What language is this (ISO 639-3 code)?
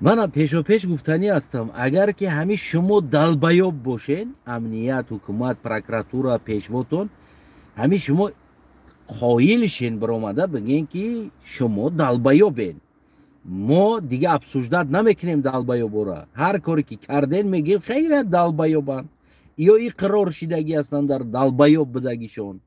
tgk